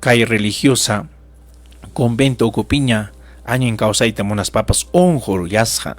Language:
Ayacucho Quechua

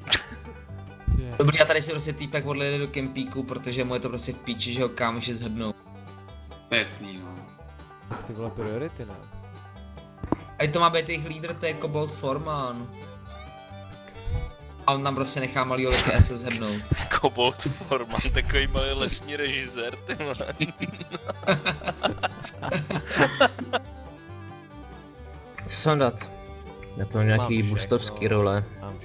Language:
Czech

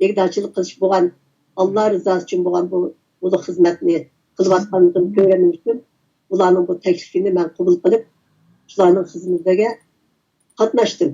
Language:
Uyghur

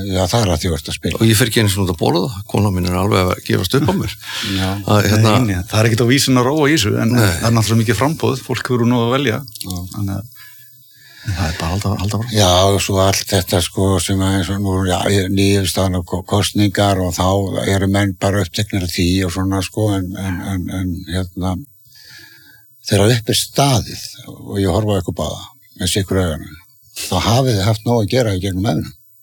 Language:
Icelandic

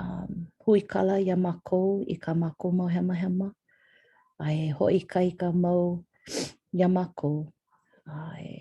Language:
Hawaiian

